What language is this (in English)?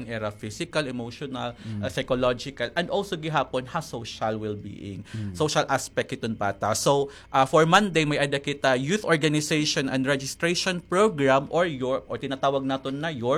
Waray